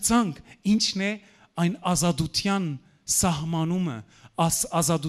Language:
Western Armenian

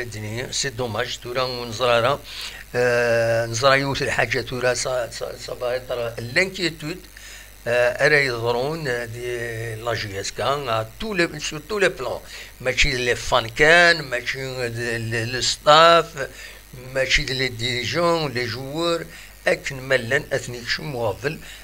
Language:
Kabyle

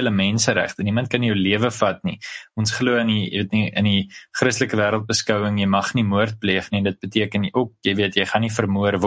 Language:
Afrikaans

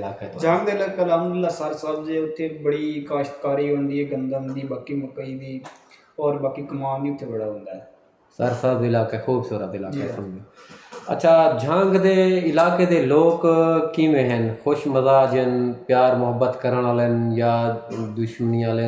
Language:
Saraiki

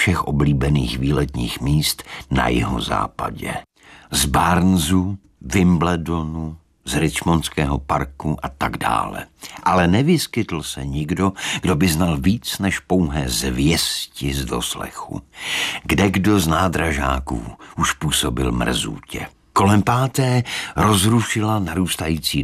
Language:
Czech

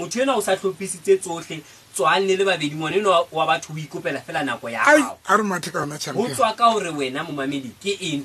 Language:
Southern Sotho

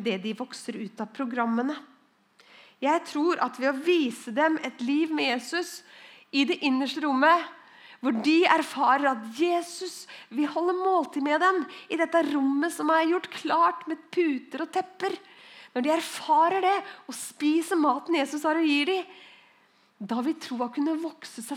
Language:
Norwegian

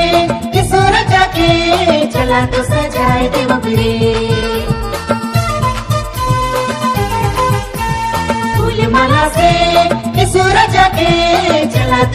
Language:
Sadri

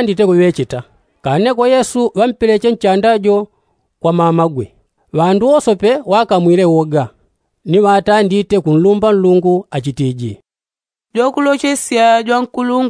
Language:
Yao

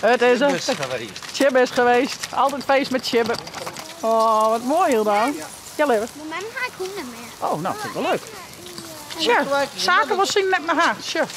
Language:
Western Frisian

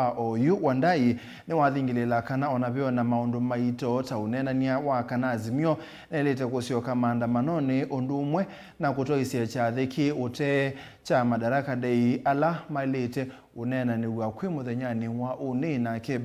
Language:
Kamba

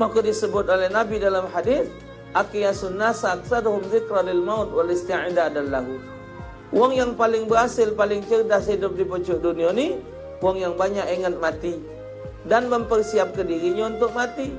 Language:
Musi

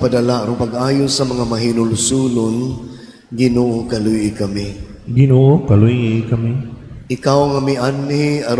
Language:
Cebuano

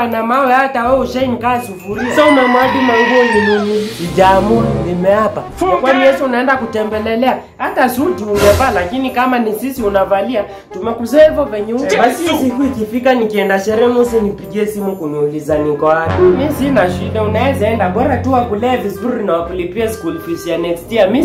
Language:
Swahili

